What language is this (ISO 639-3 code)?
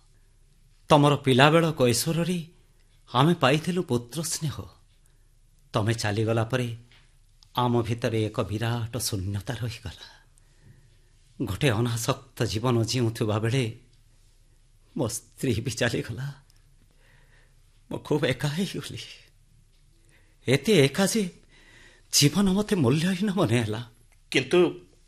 ori